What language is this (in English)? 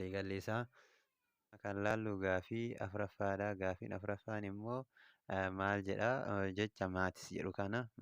Oromo